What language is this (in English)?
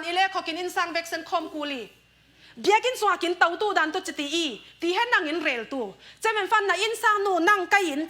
Falam Chin